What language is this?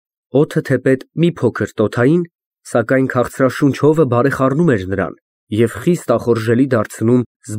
Armenian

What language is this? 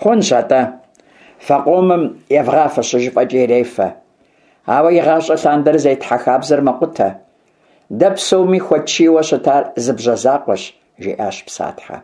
Kabardian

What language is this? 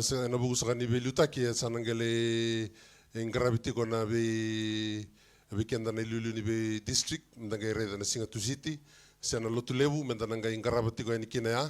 Fijian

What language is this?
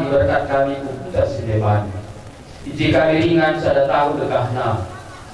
Batak Karo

